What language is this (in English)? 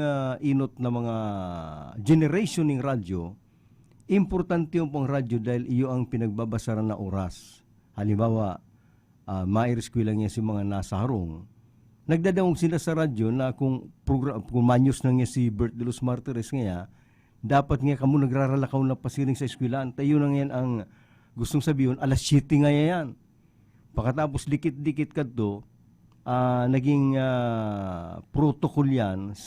Bikol